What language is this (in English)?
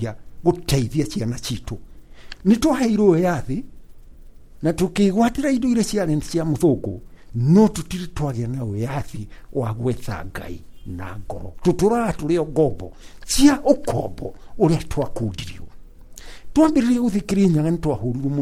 Kikuyu